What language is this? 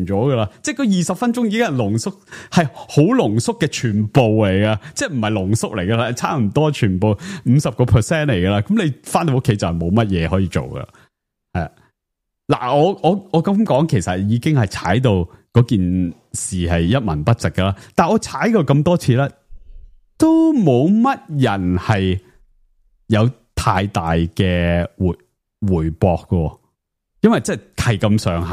Cantonese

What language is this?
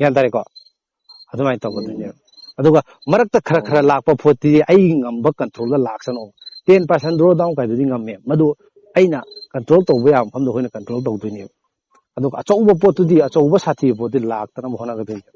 Manipuri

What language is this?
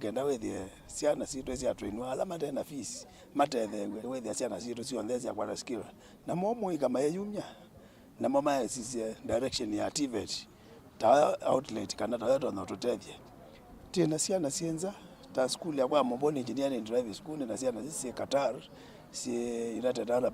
Kamba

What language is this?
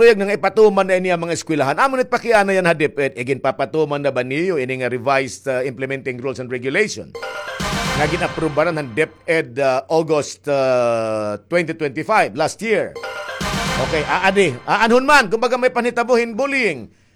Waray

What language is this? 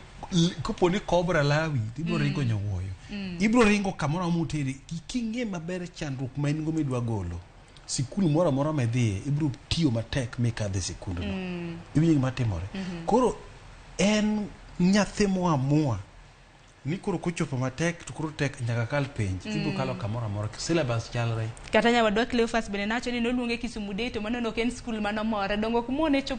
Luo (Kenya and Tanzania)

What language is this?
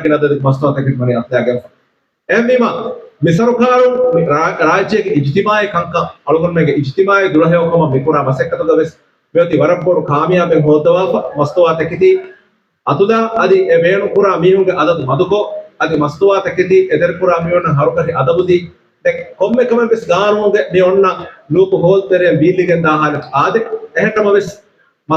Divehi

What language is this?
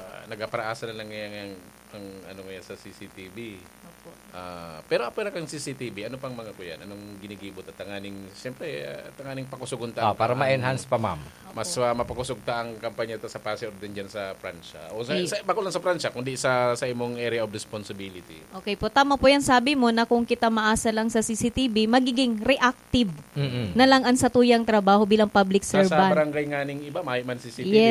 Bikol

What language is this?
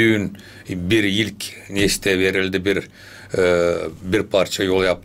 Gagauz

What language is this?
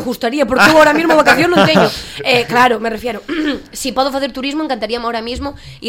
Galician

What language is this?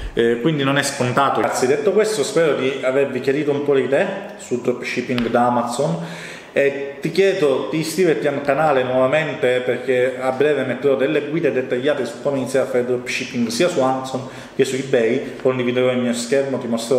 Italian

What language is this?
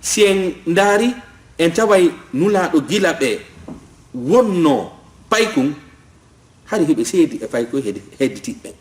Fula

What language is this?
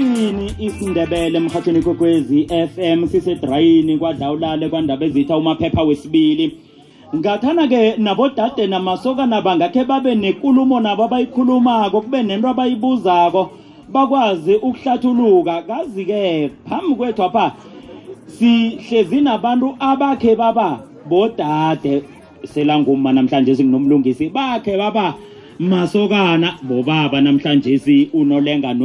South Ndebele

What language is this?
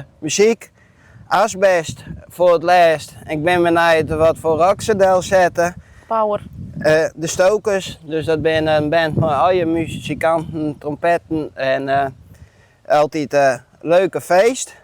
Western Frisian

